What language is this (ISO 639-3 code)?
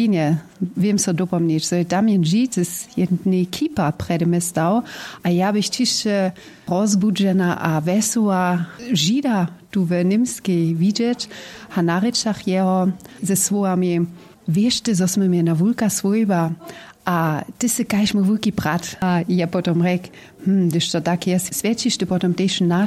hsb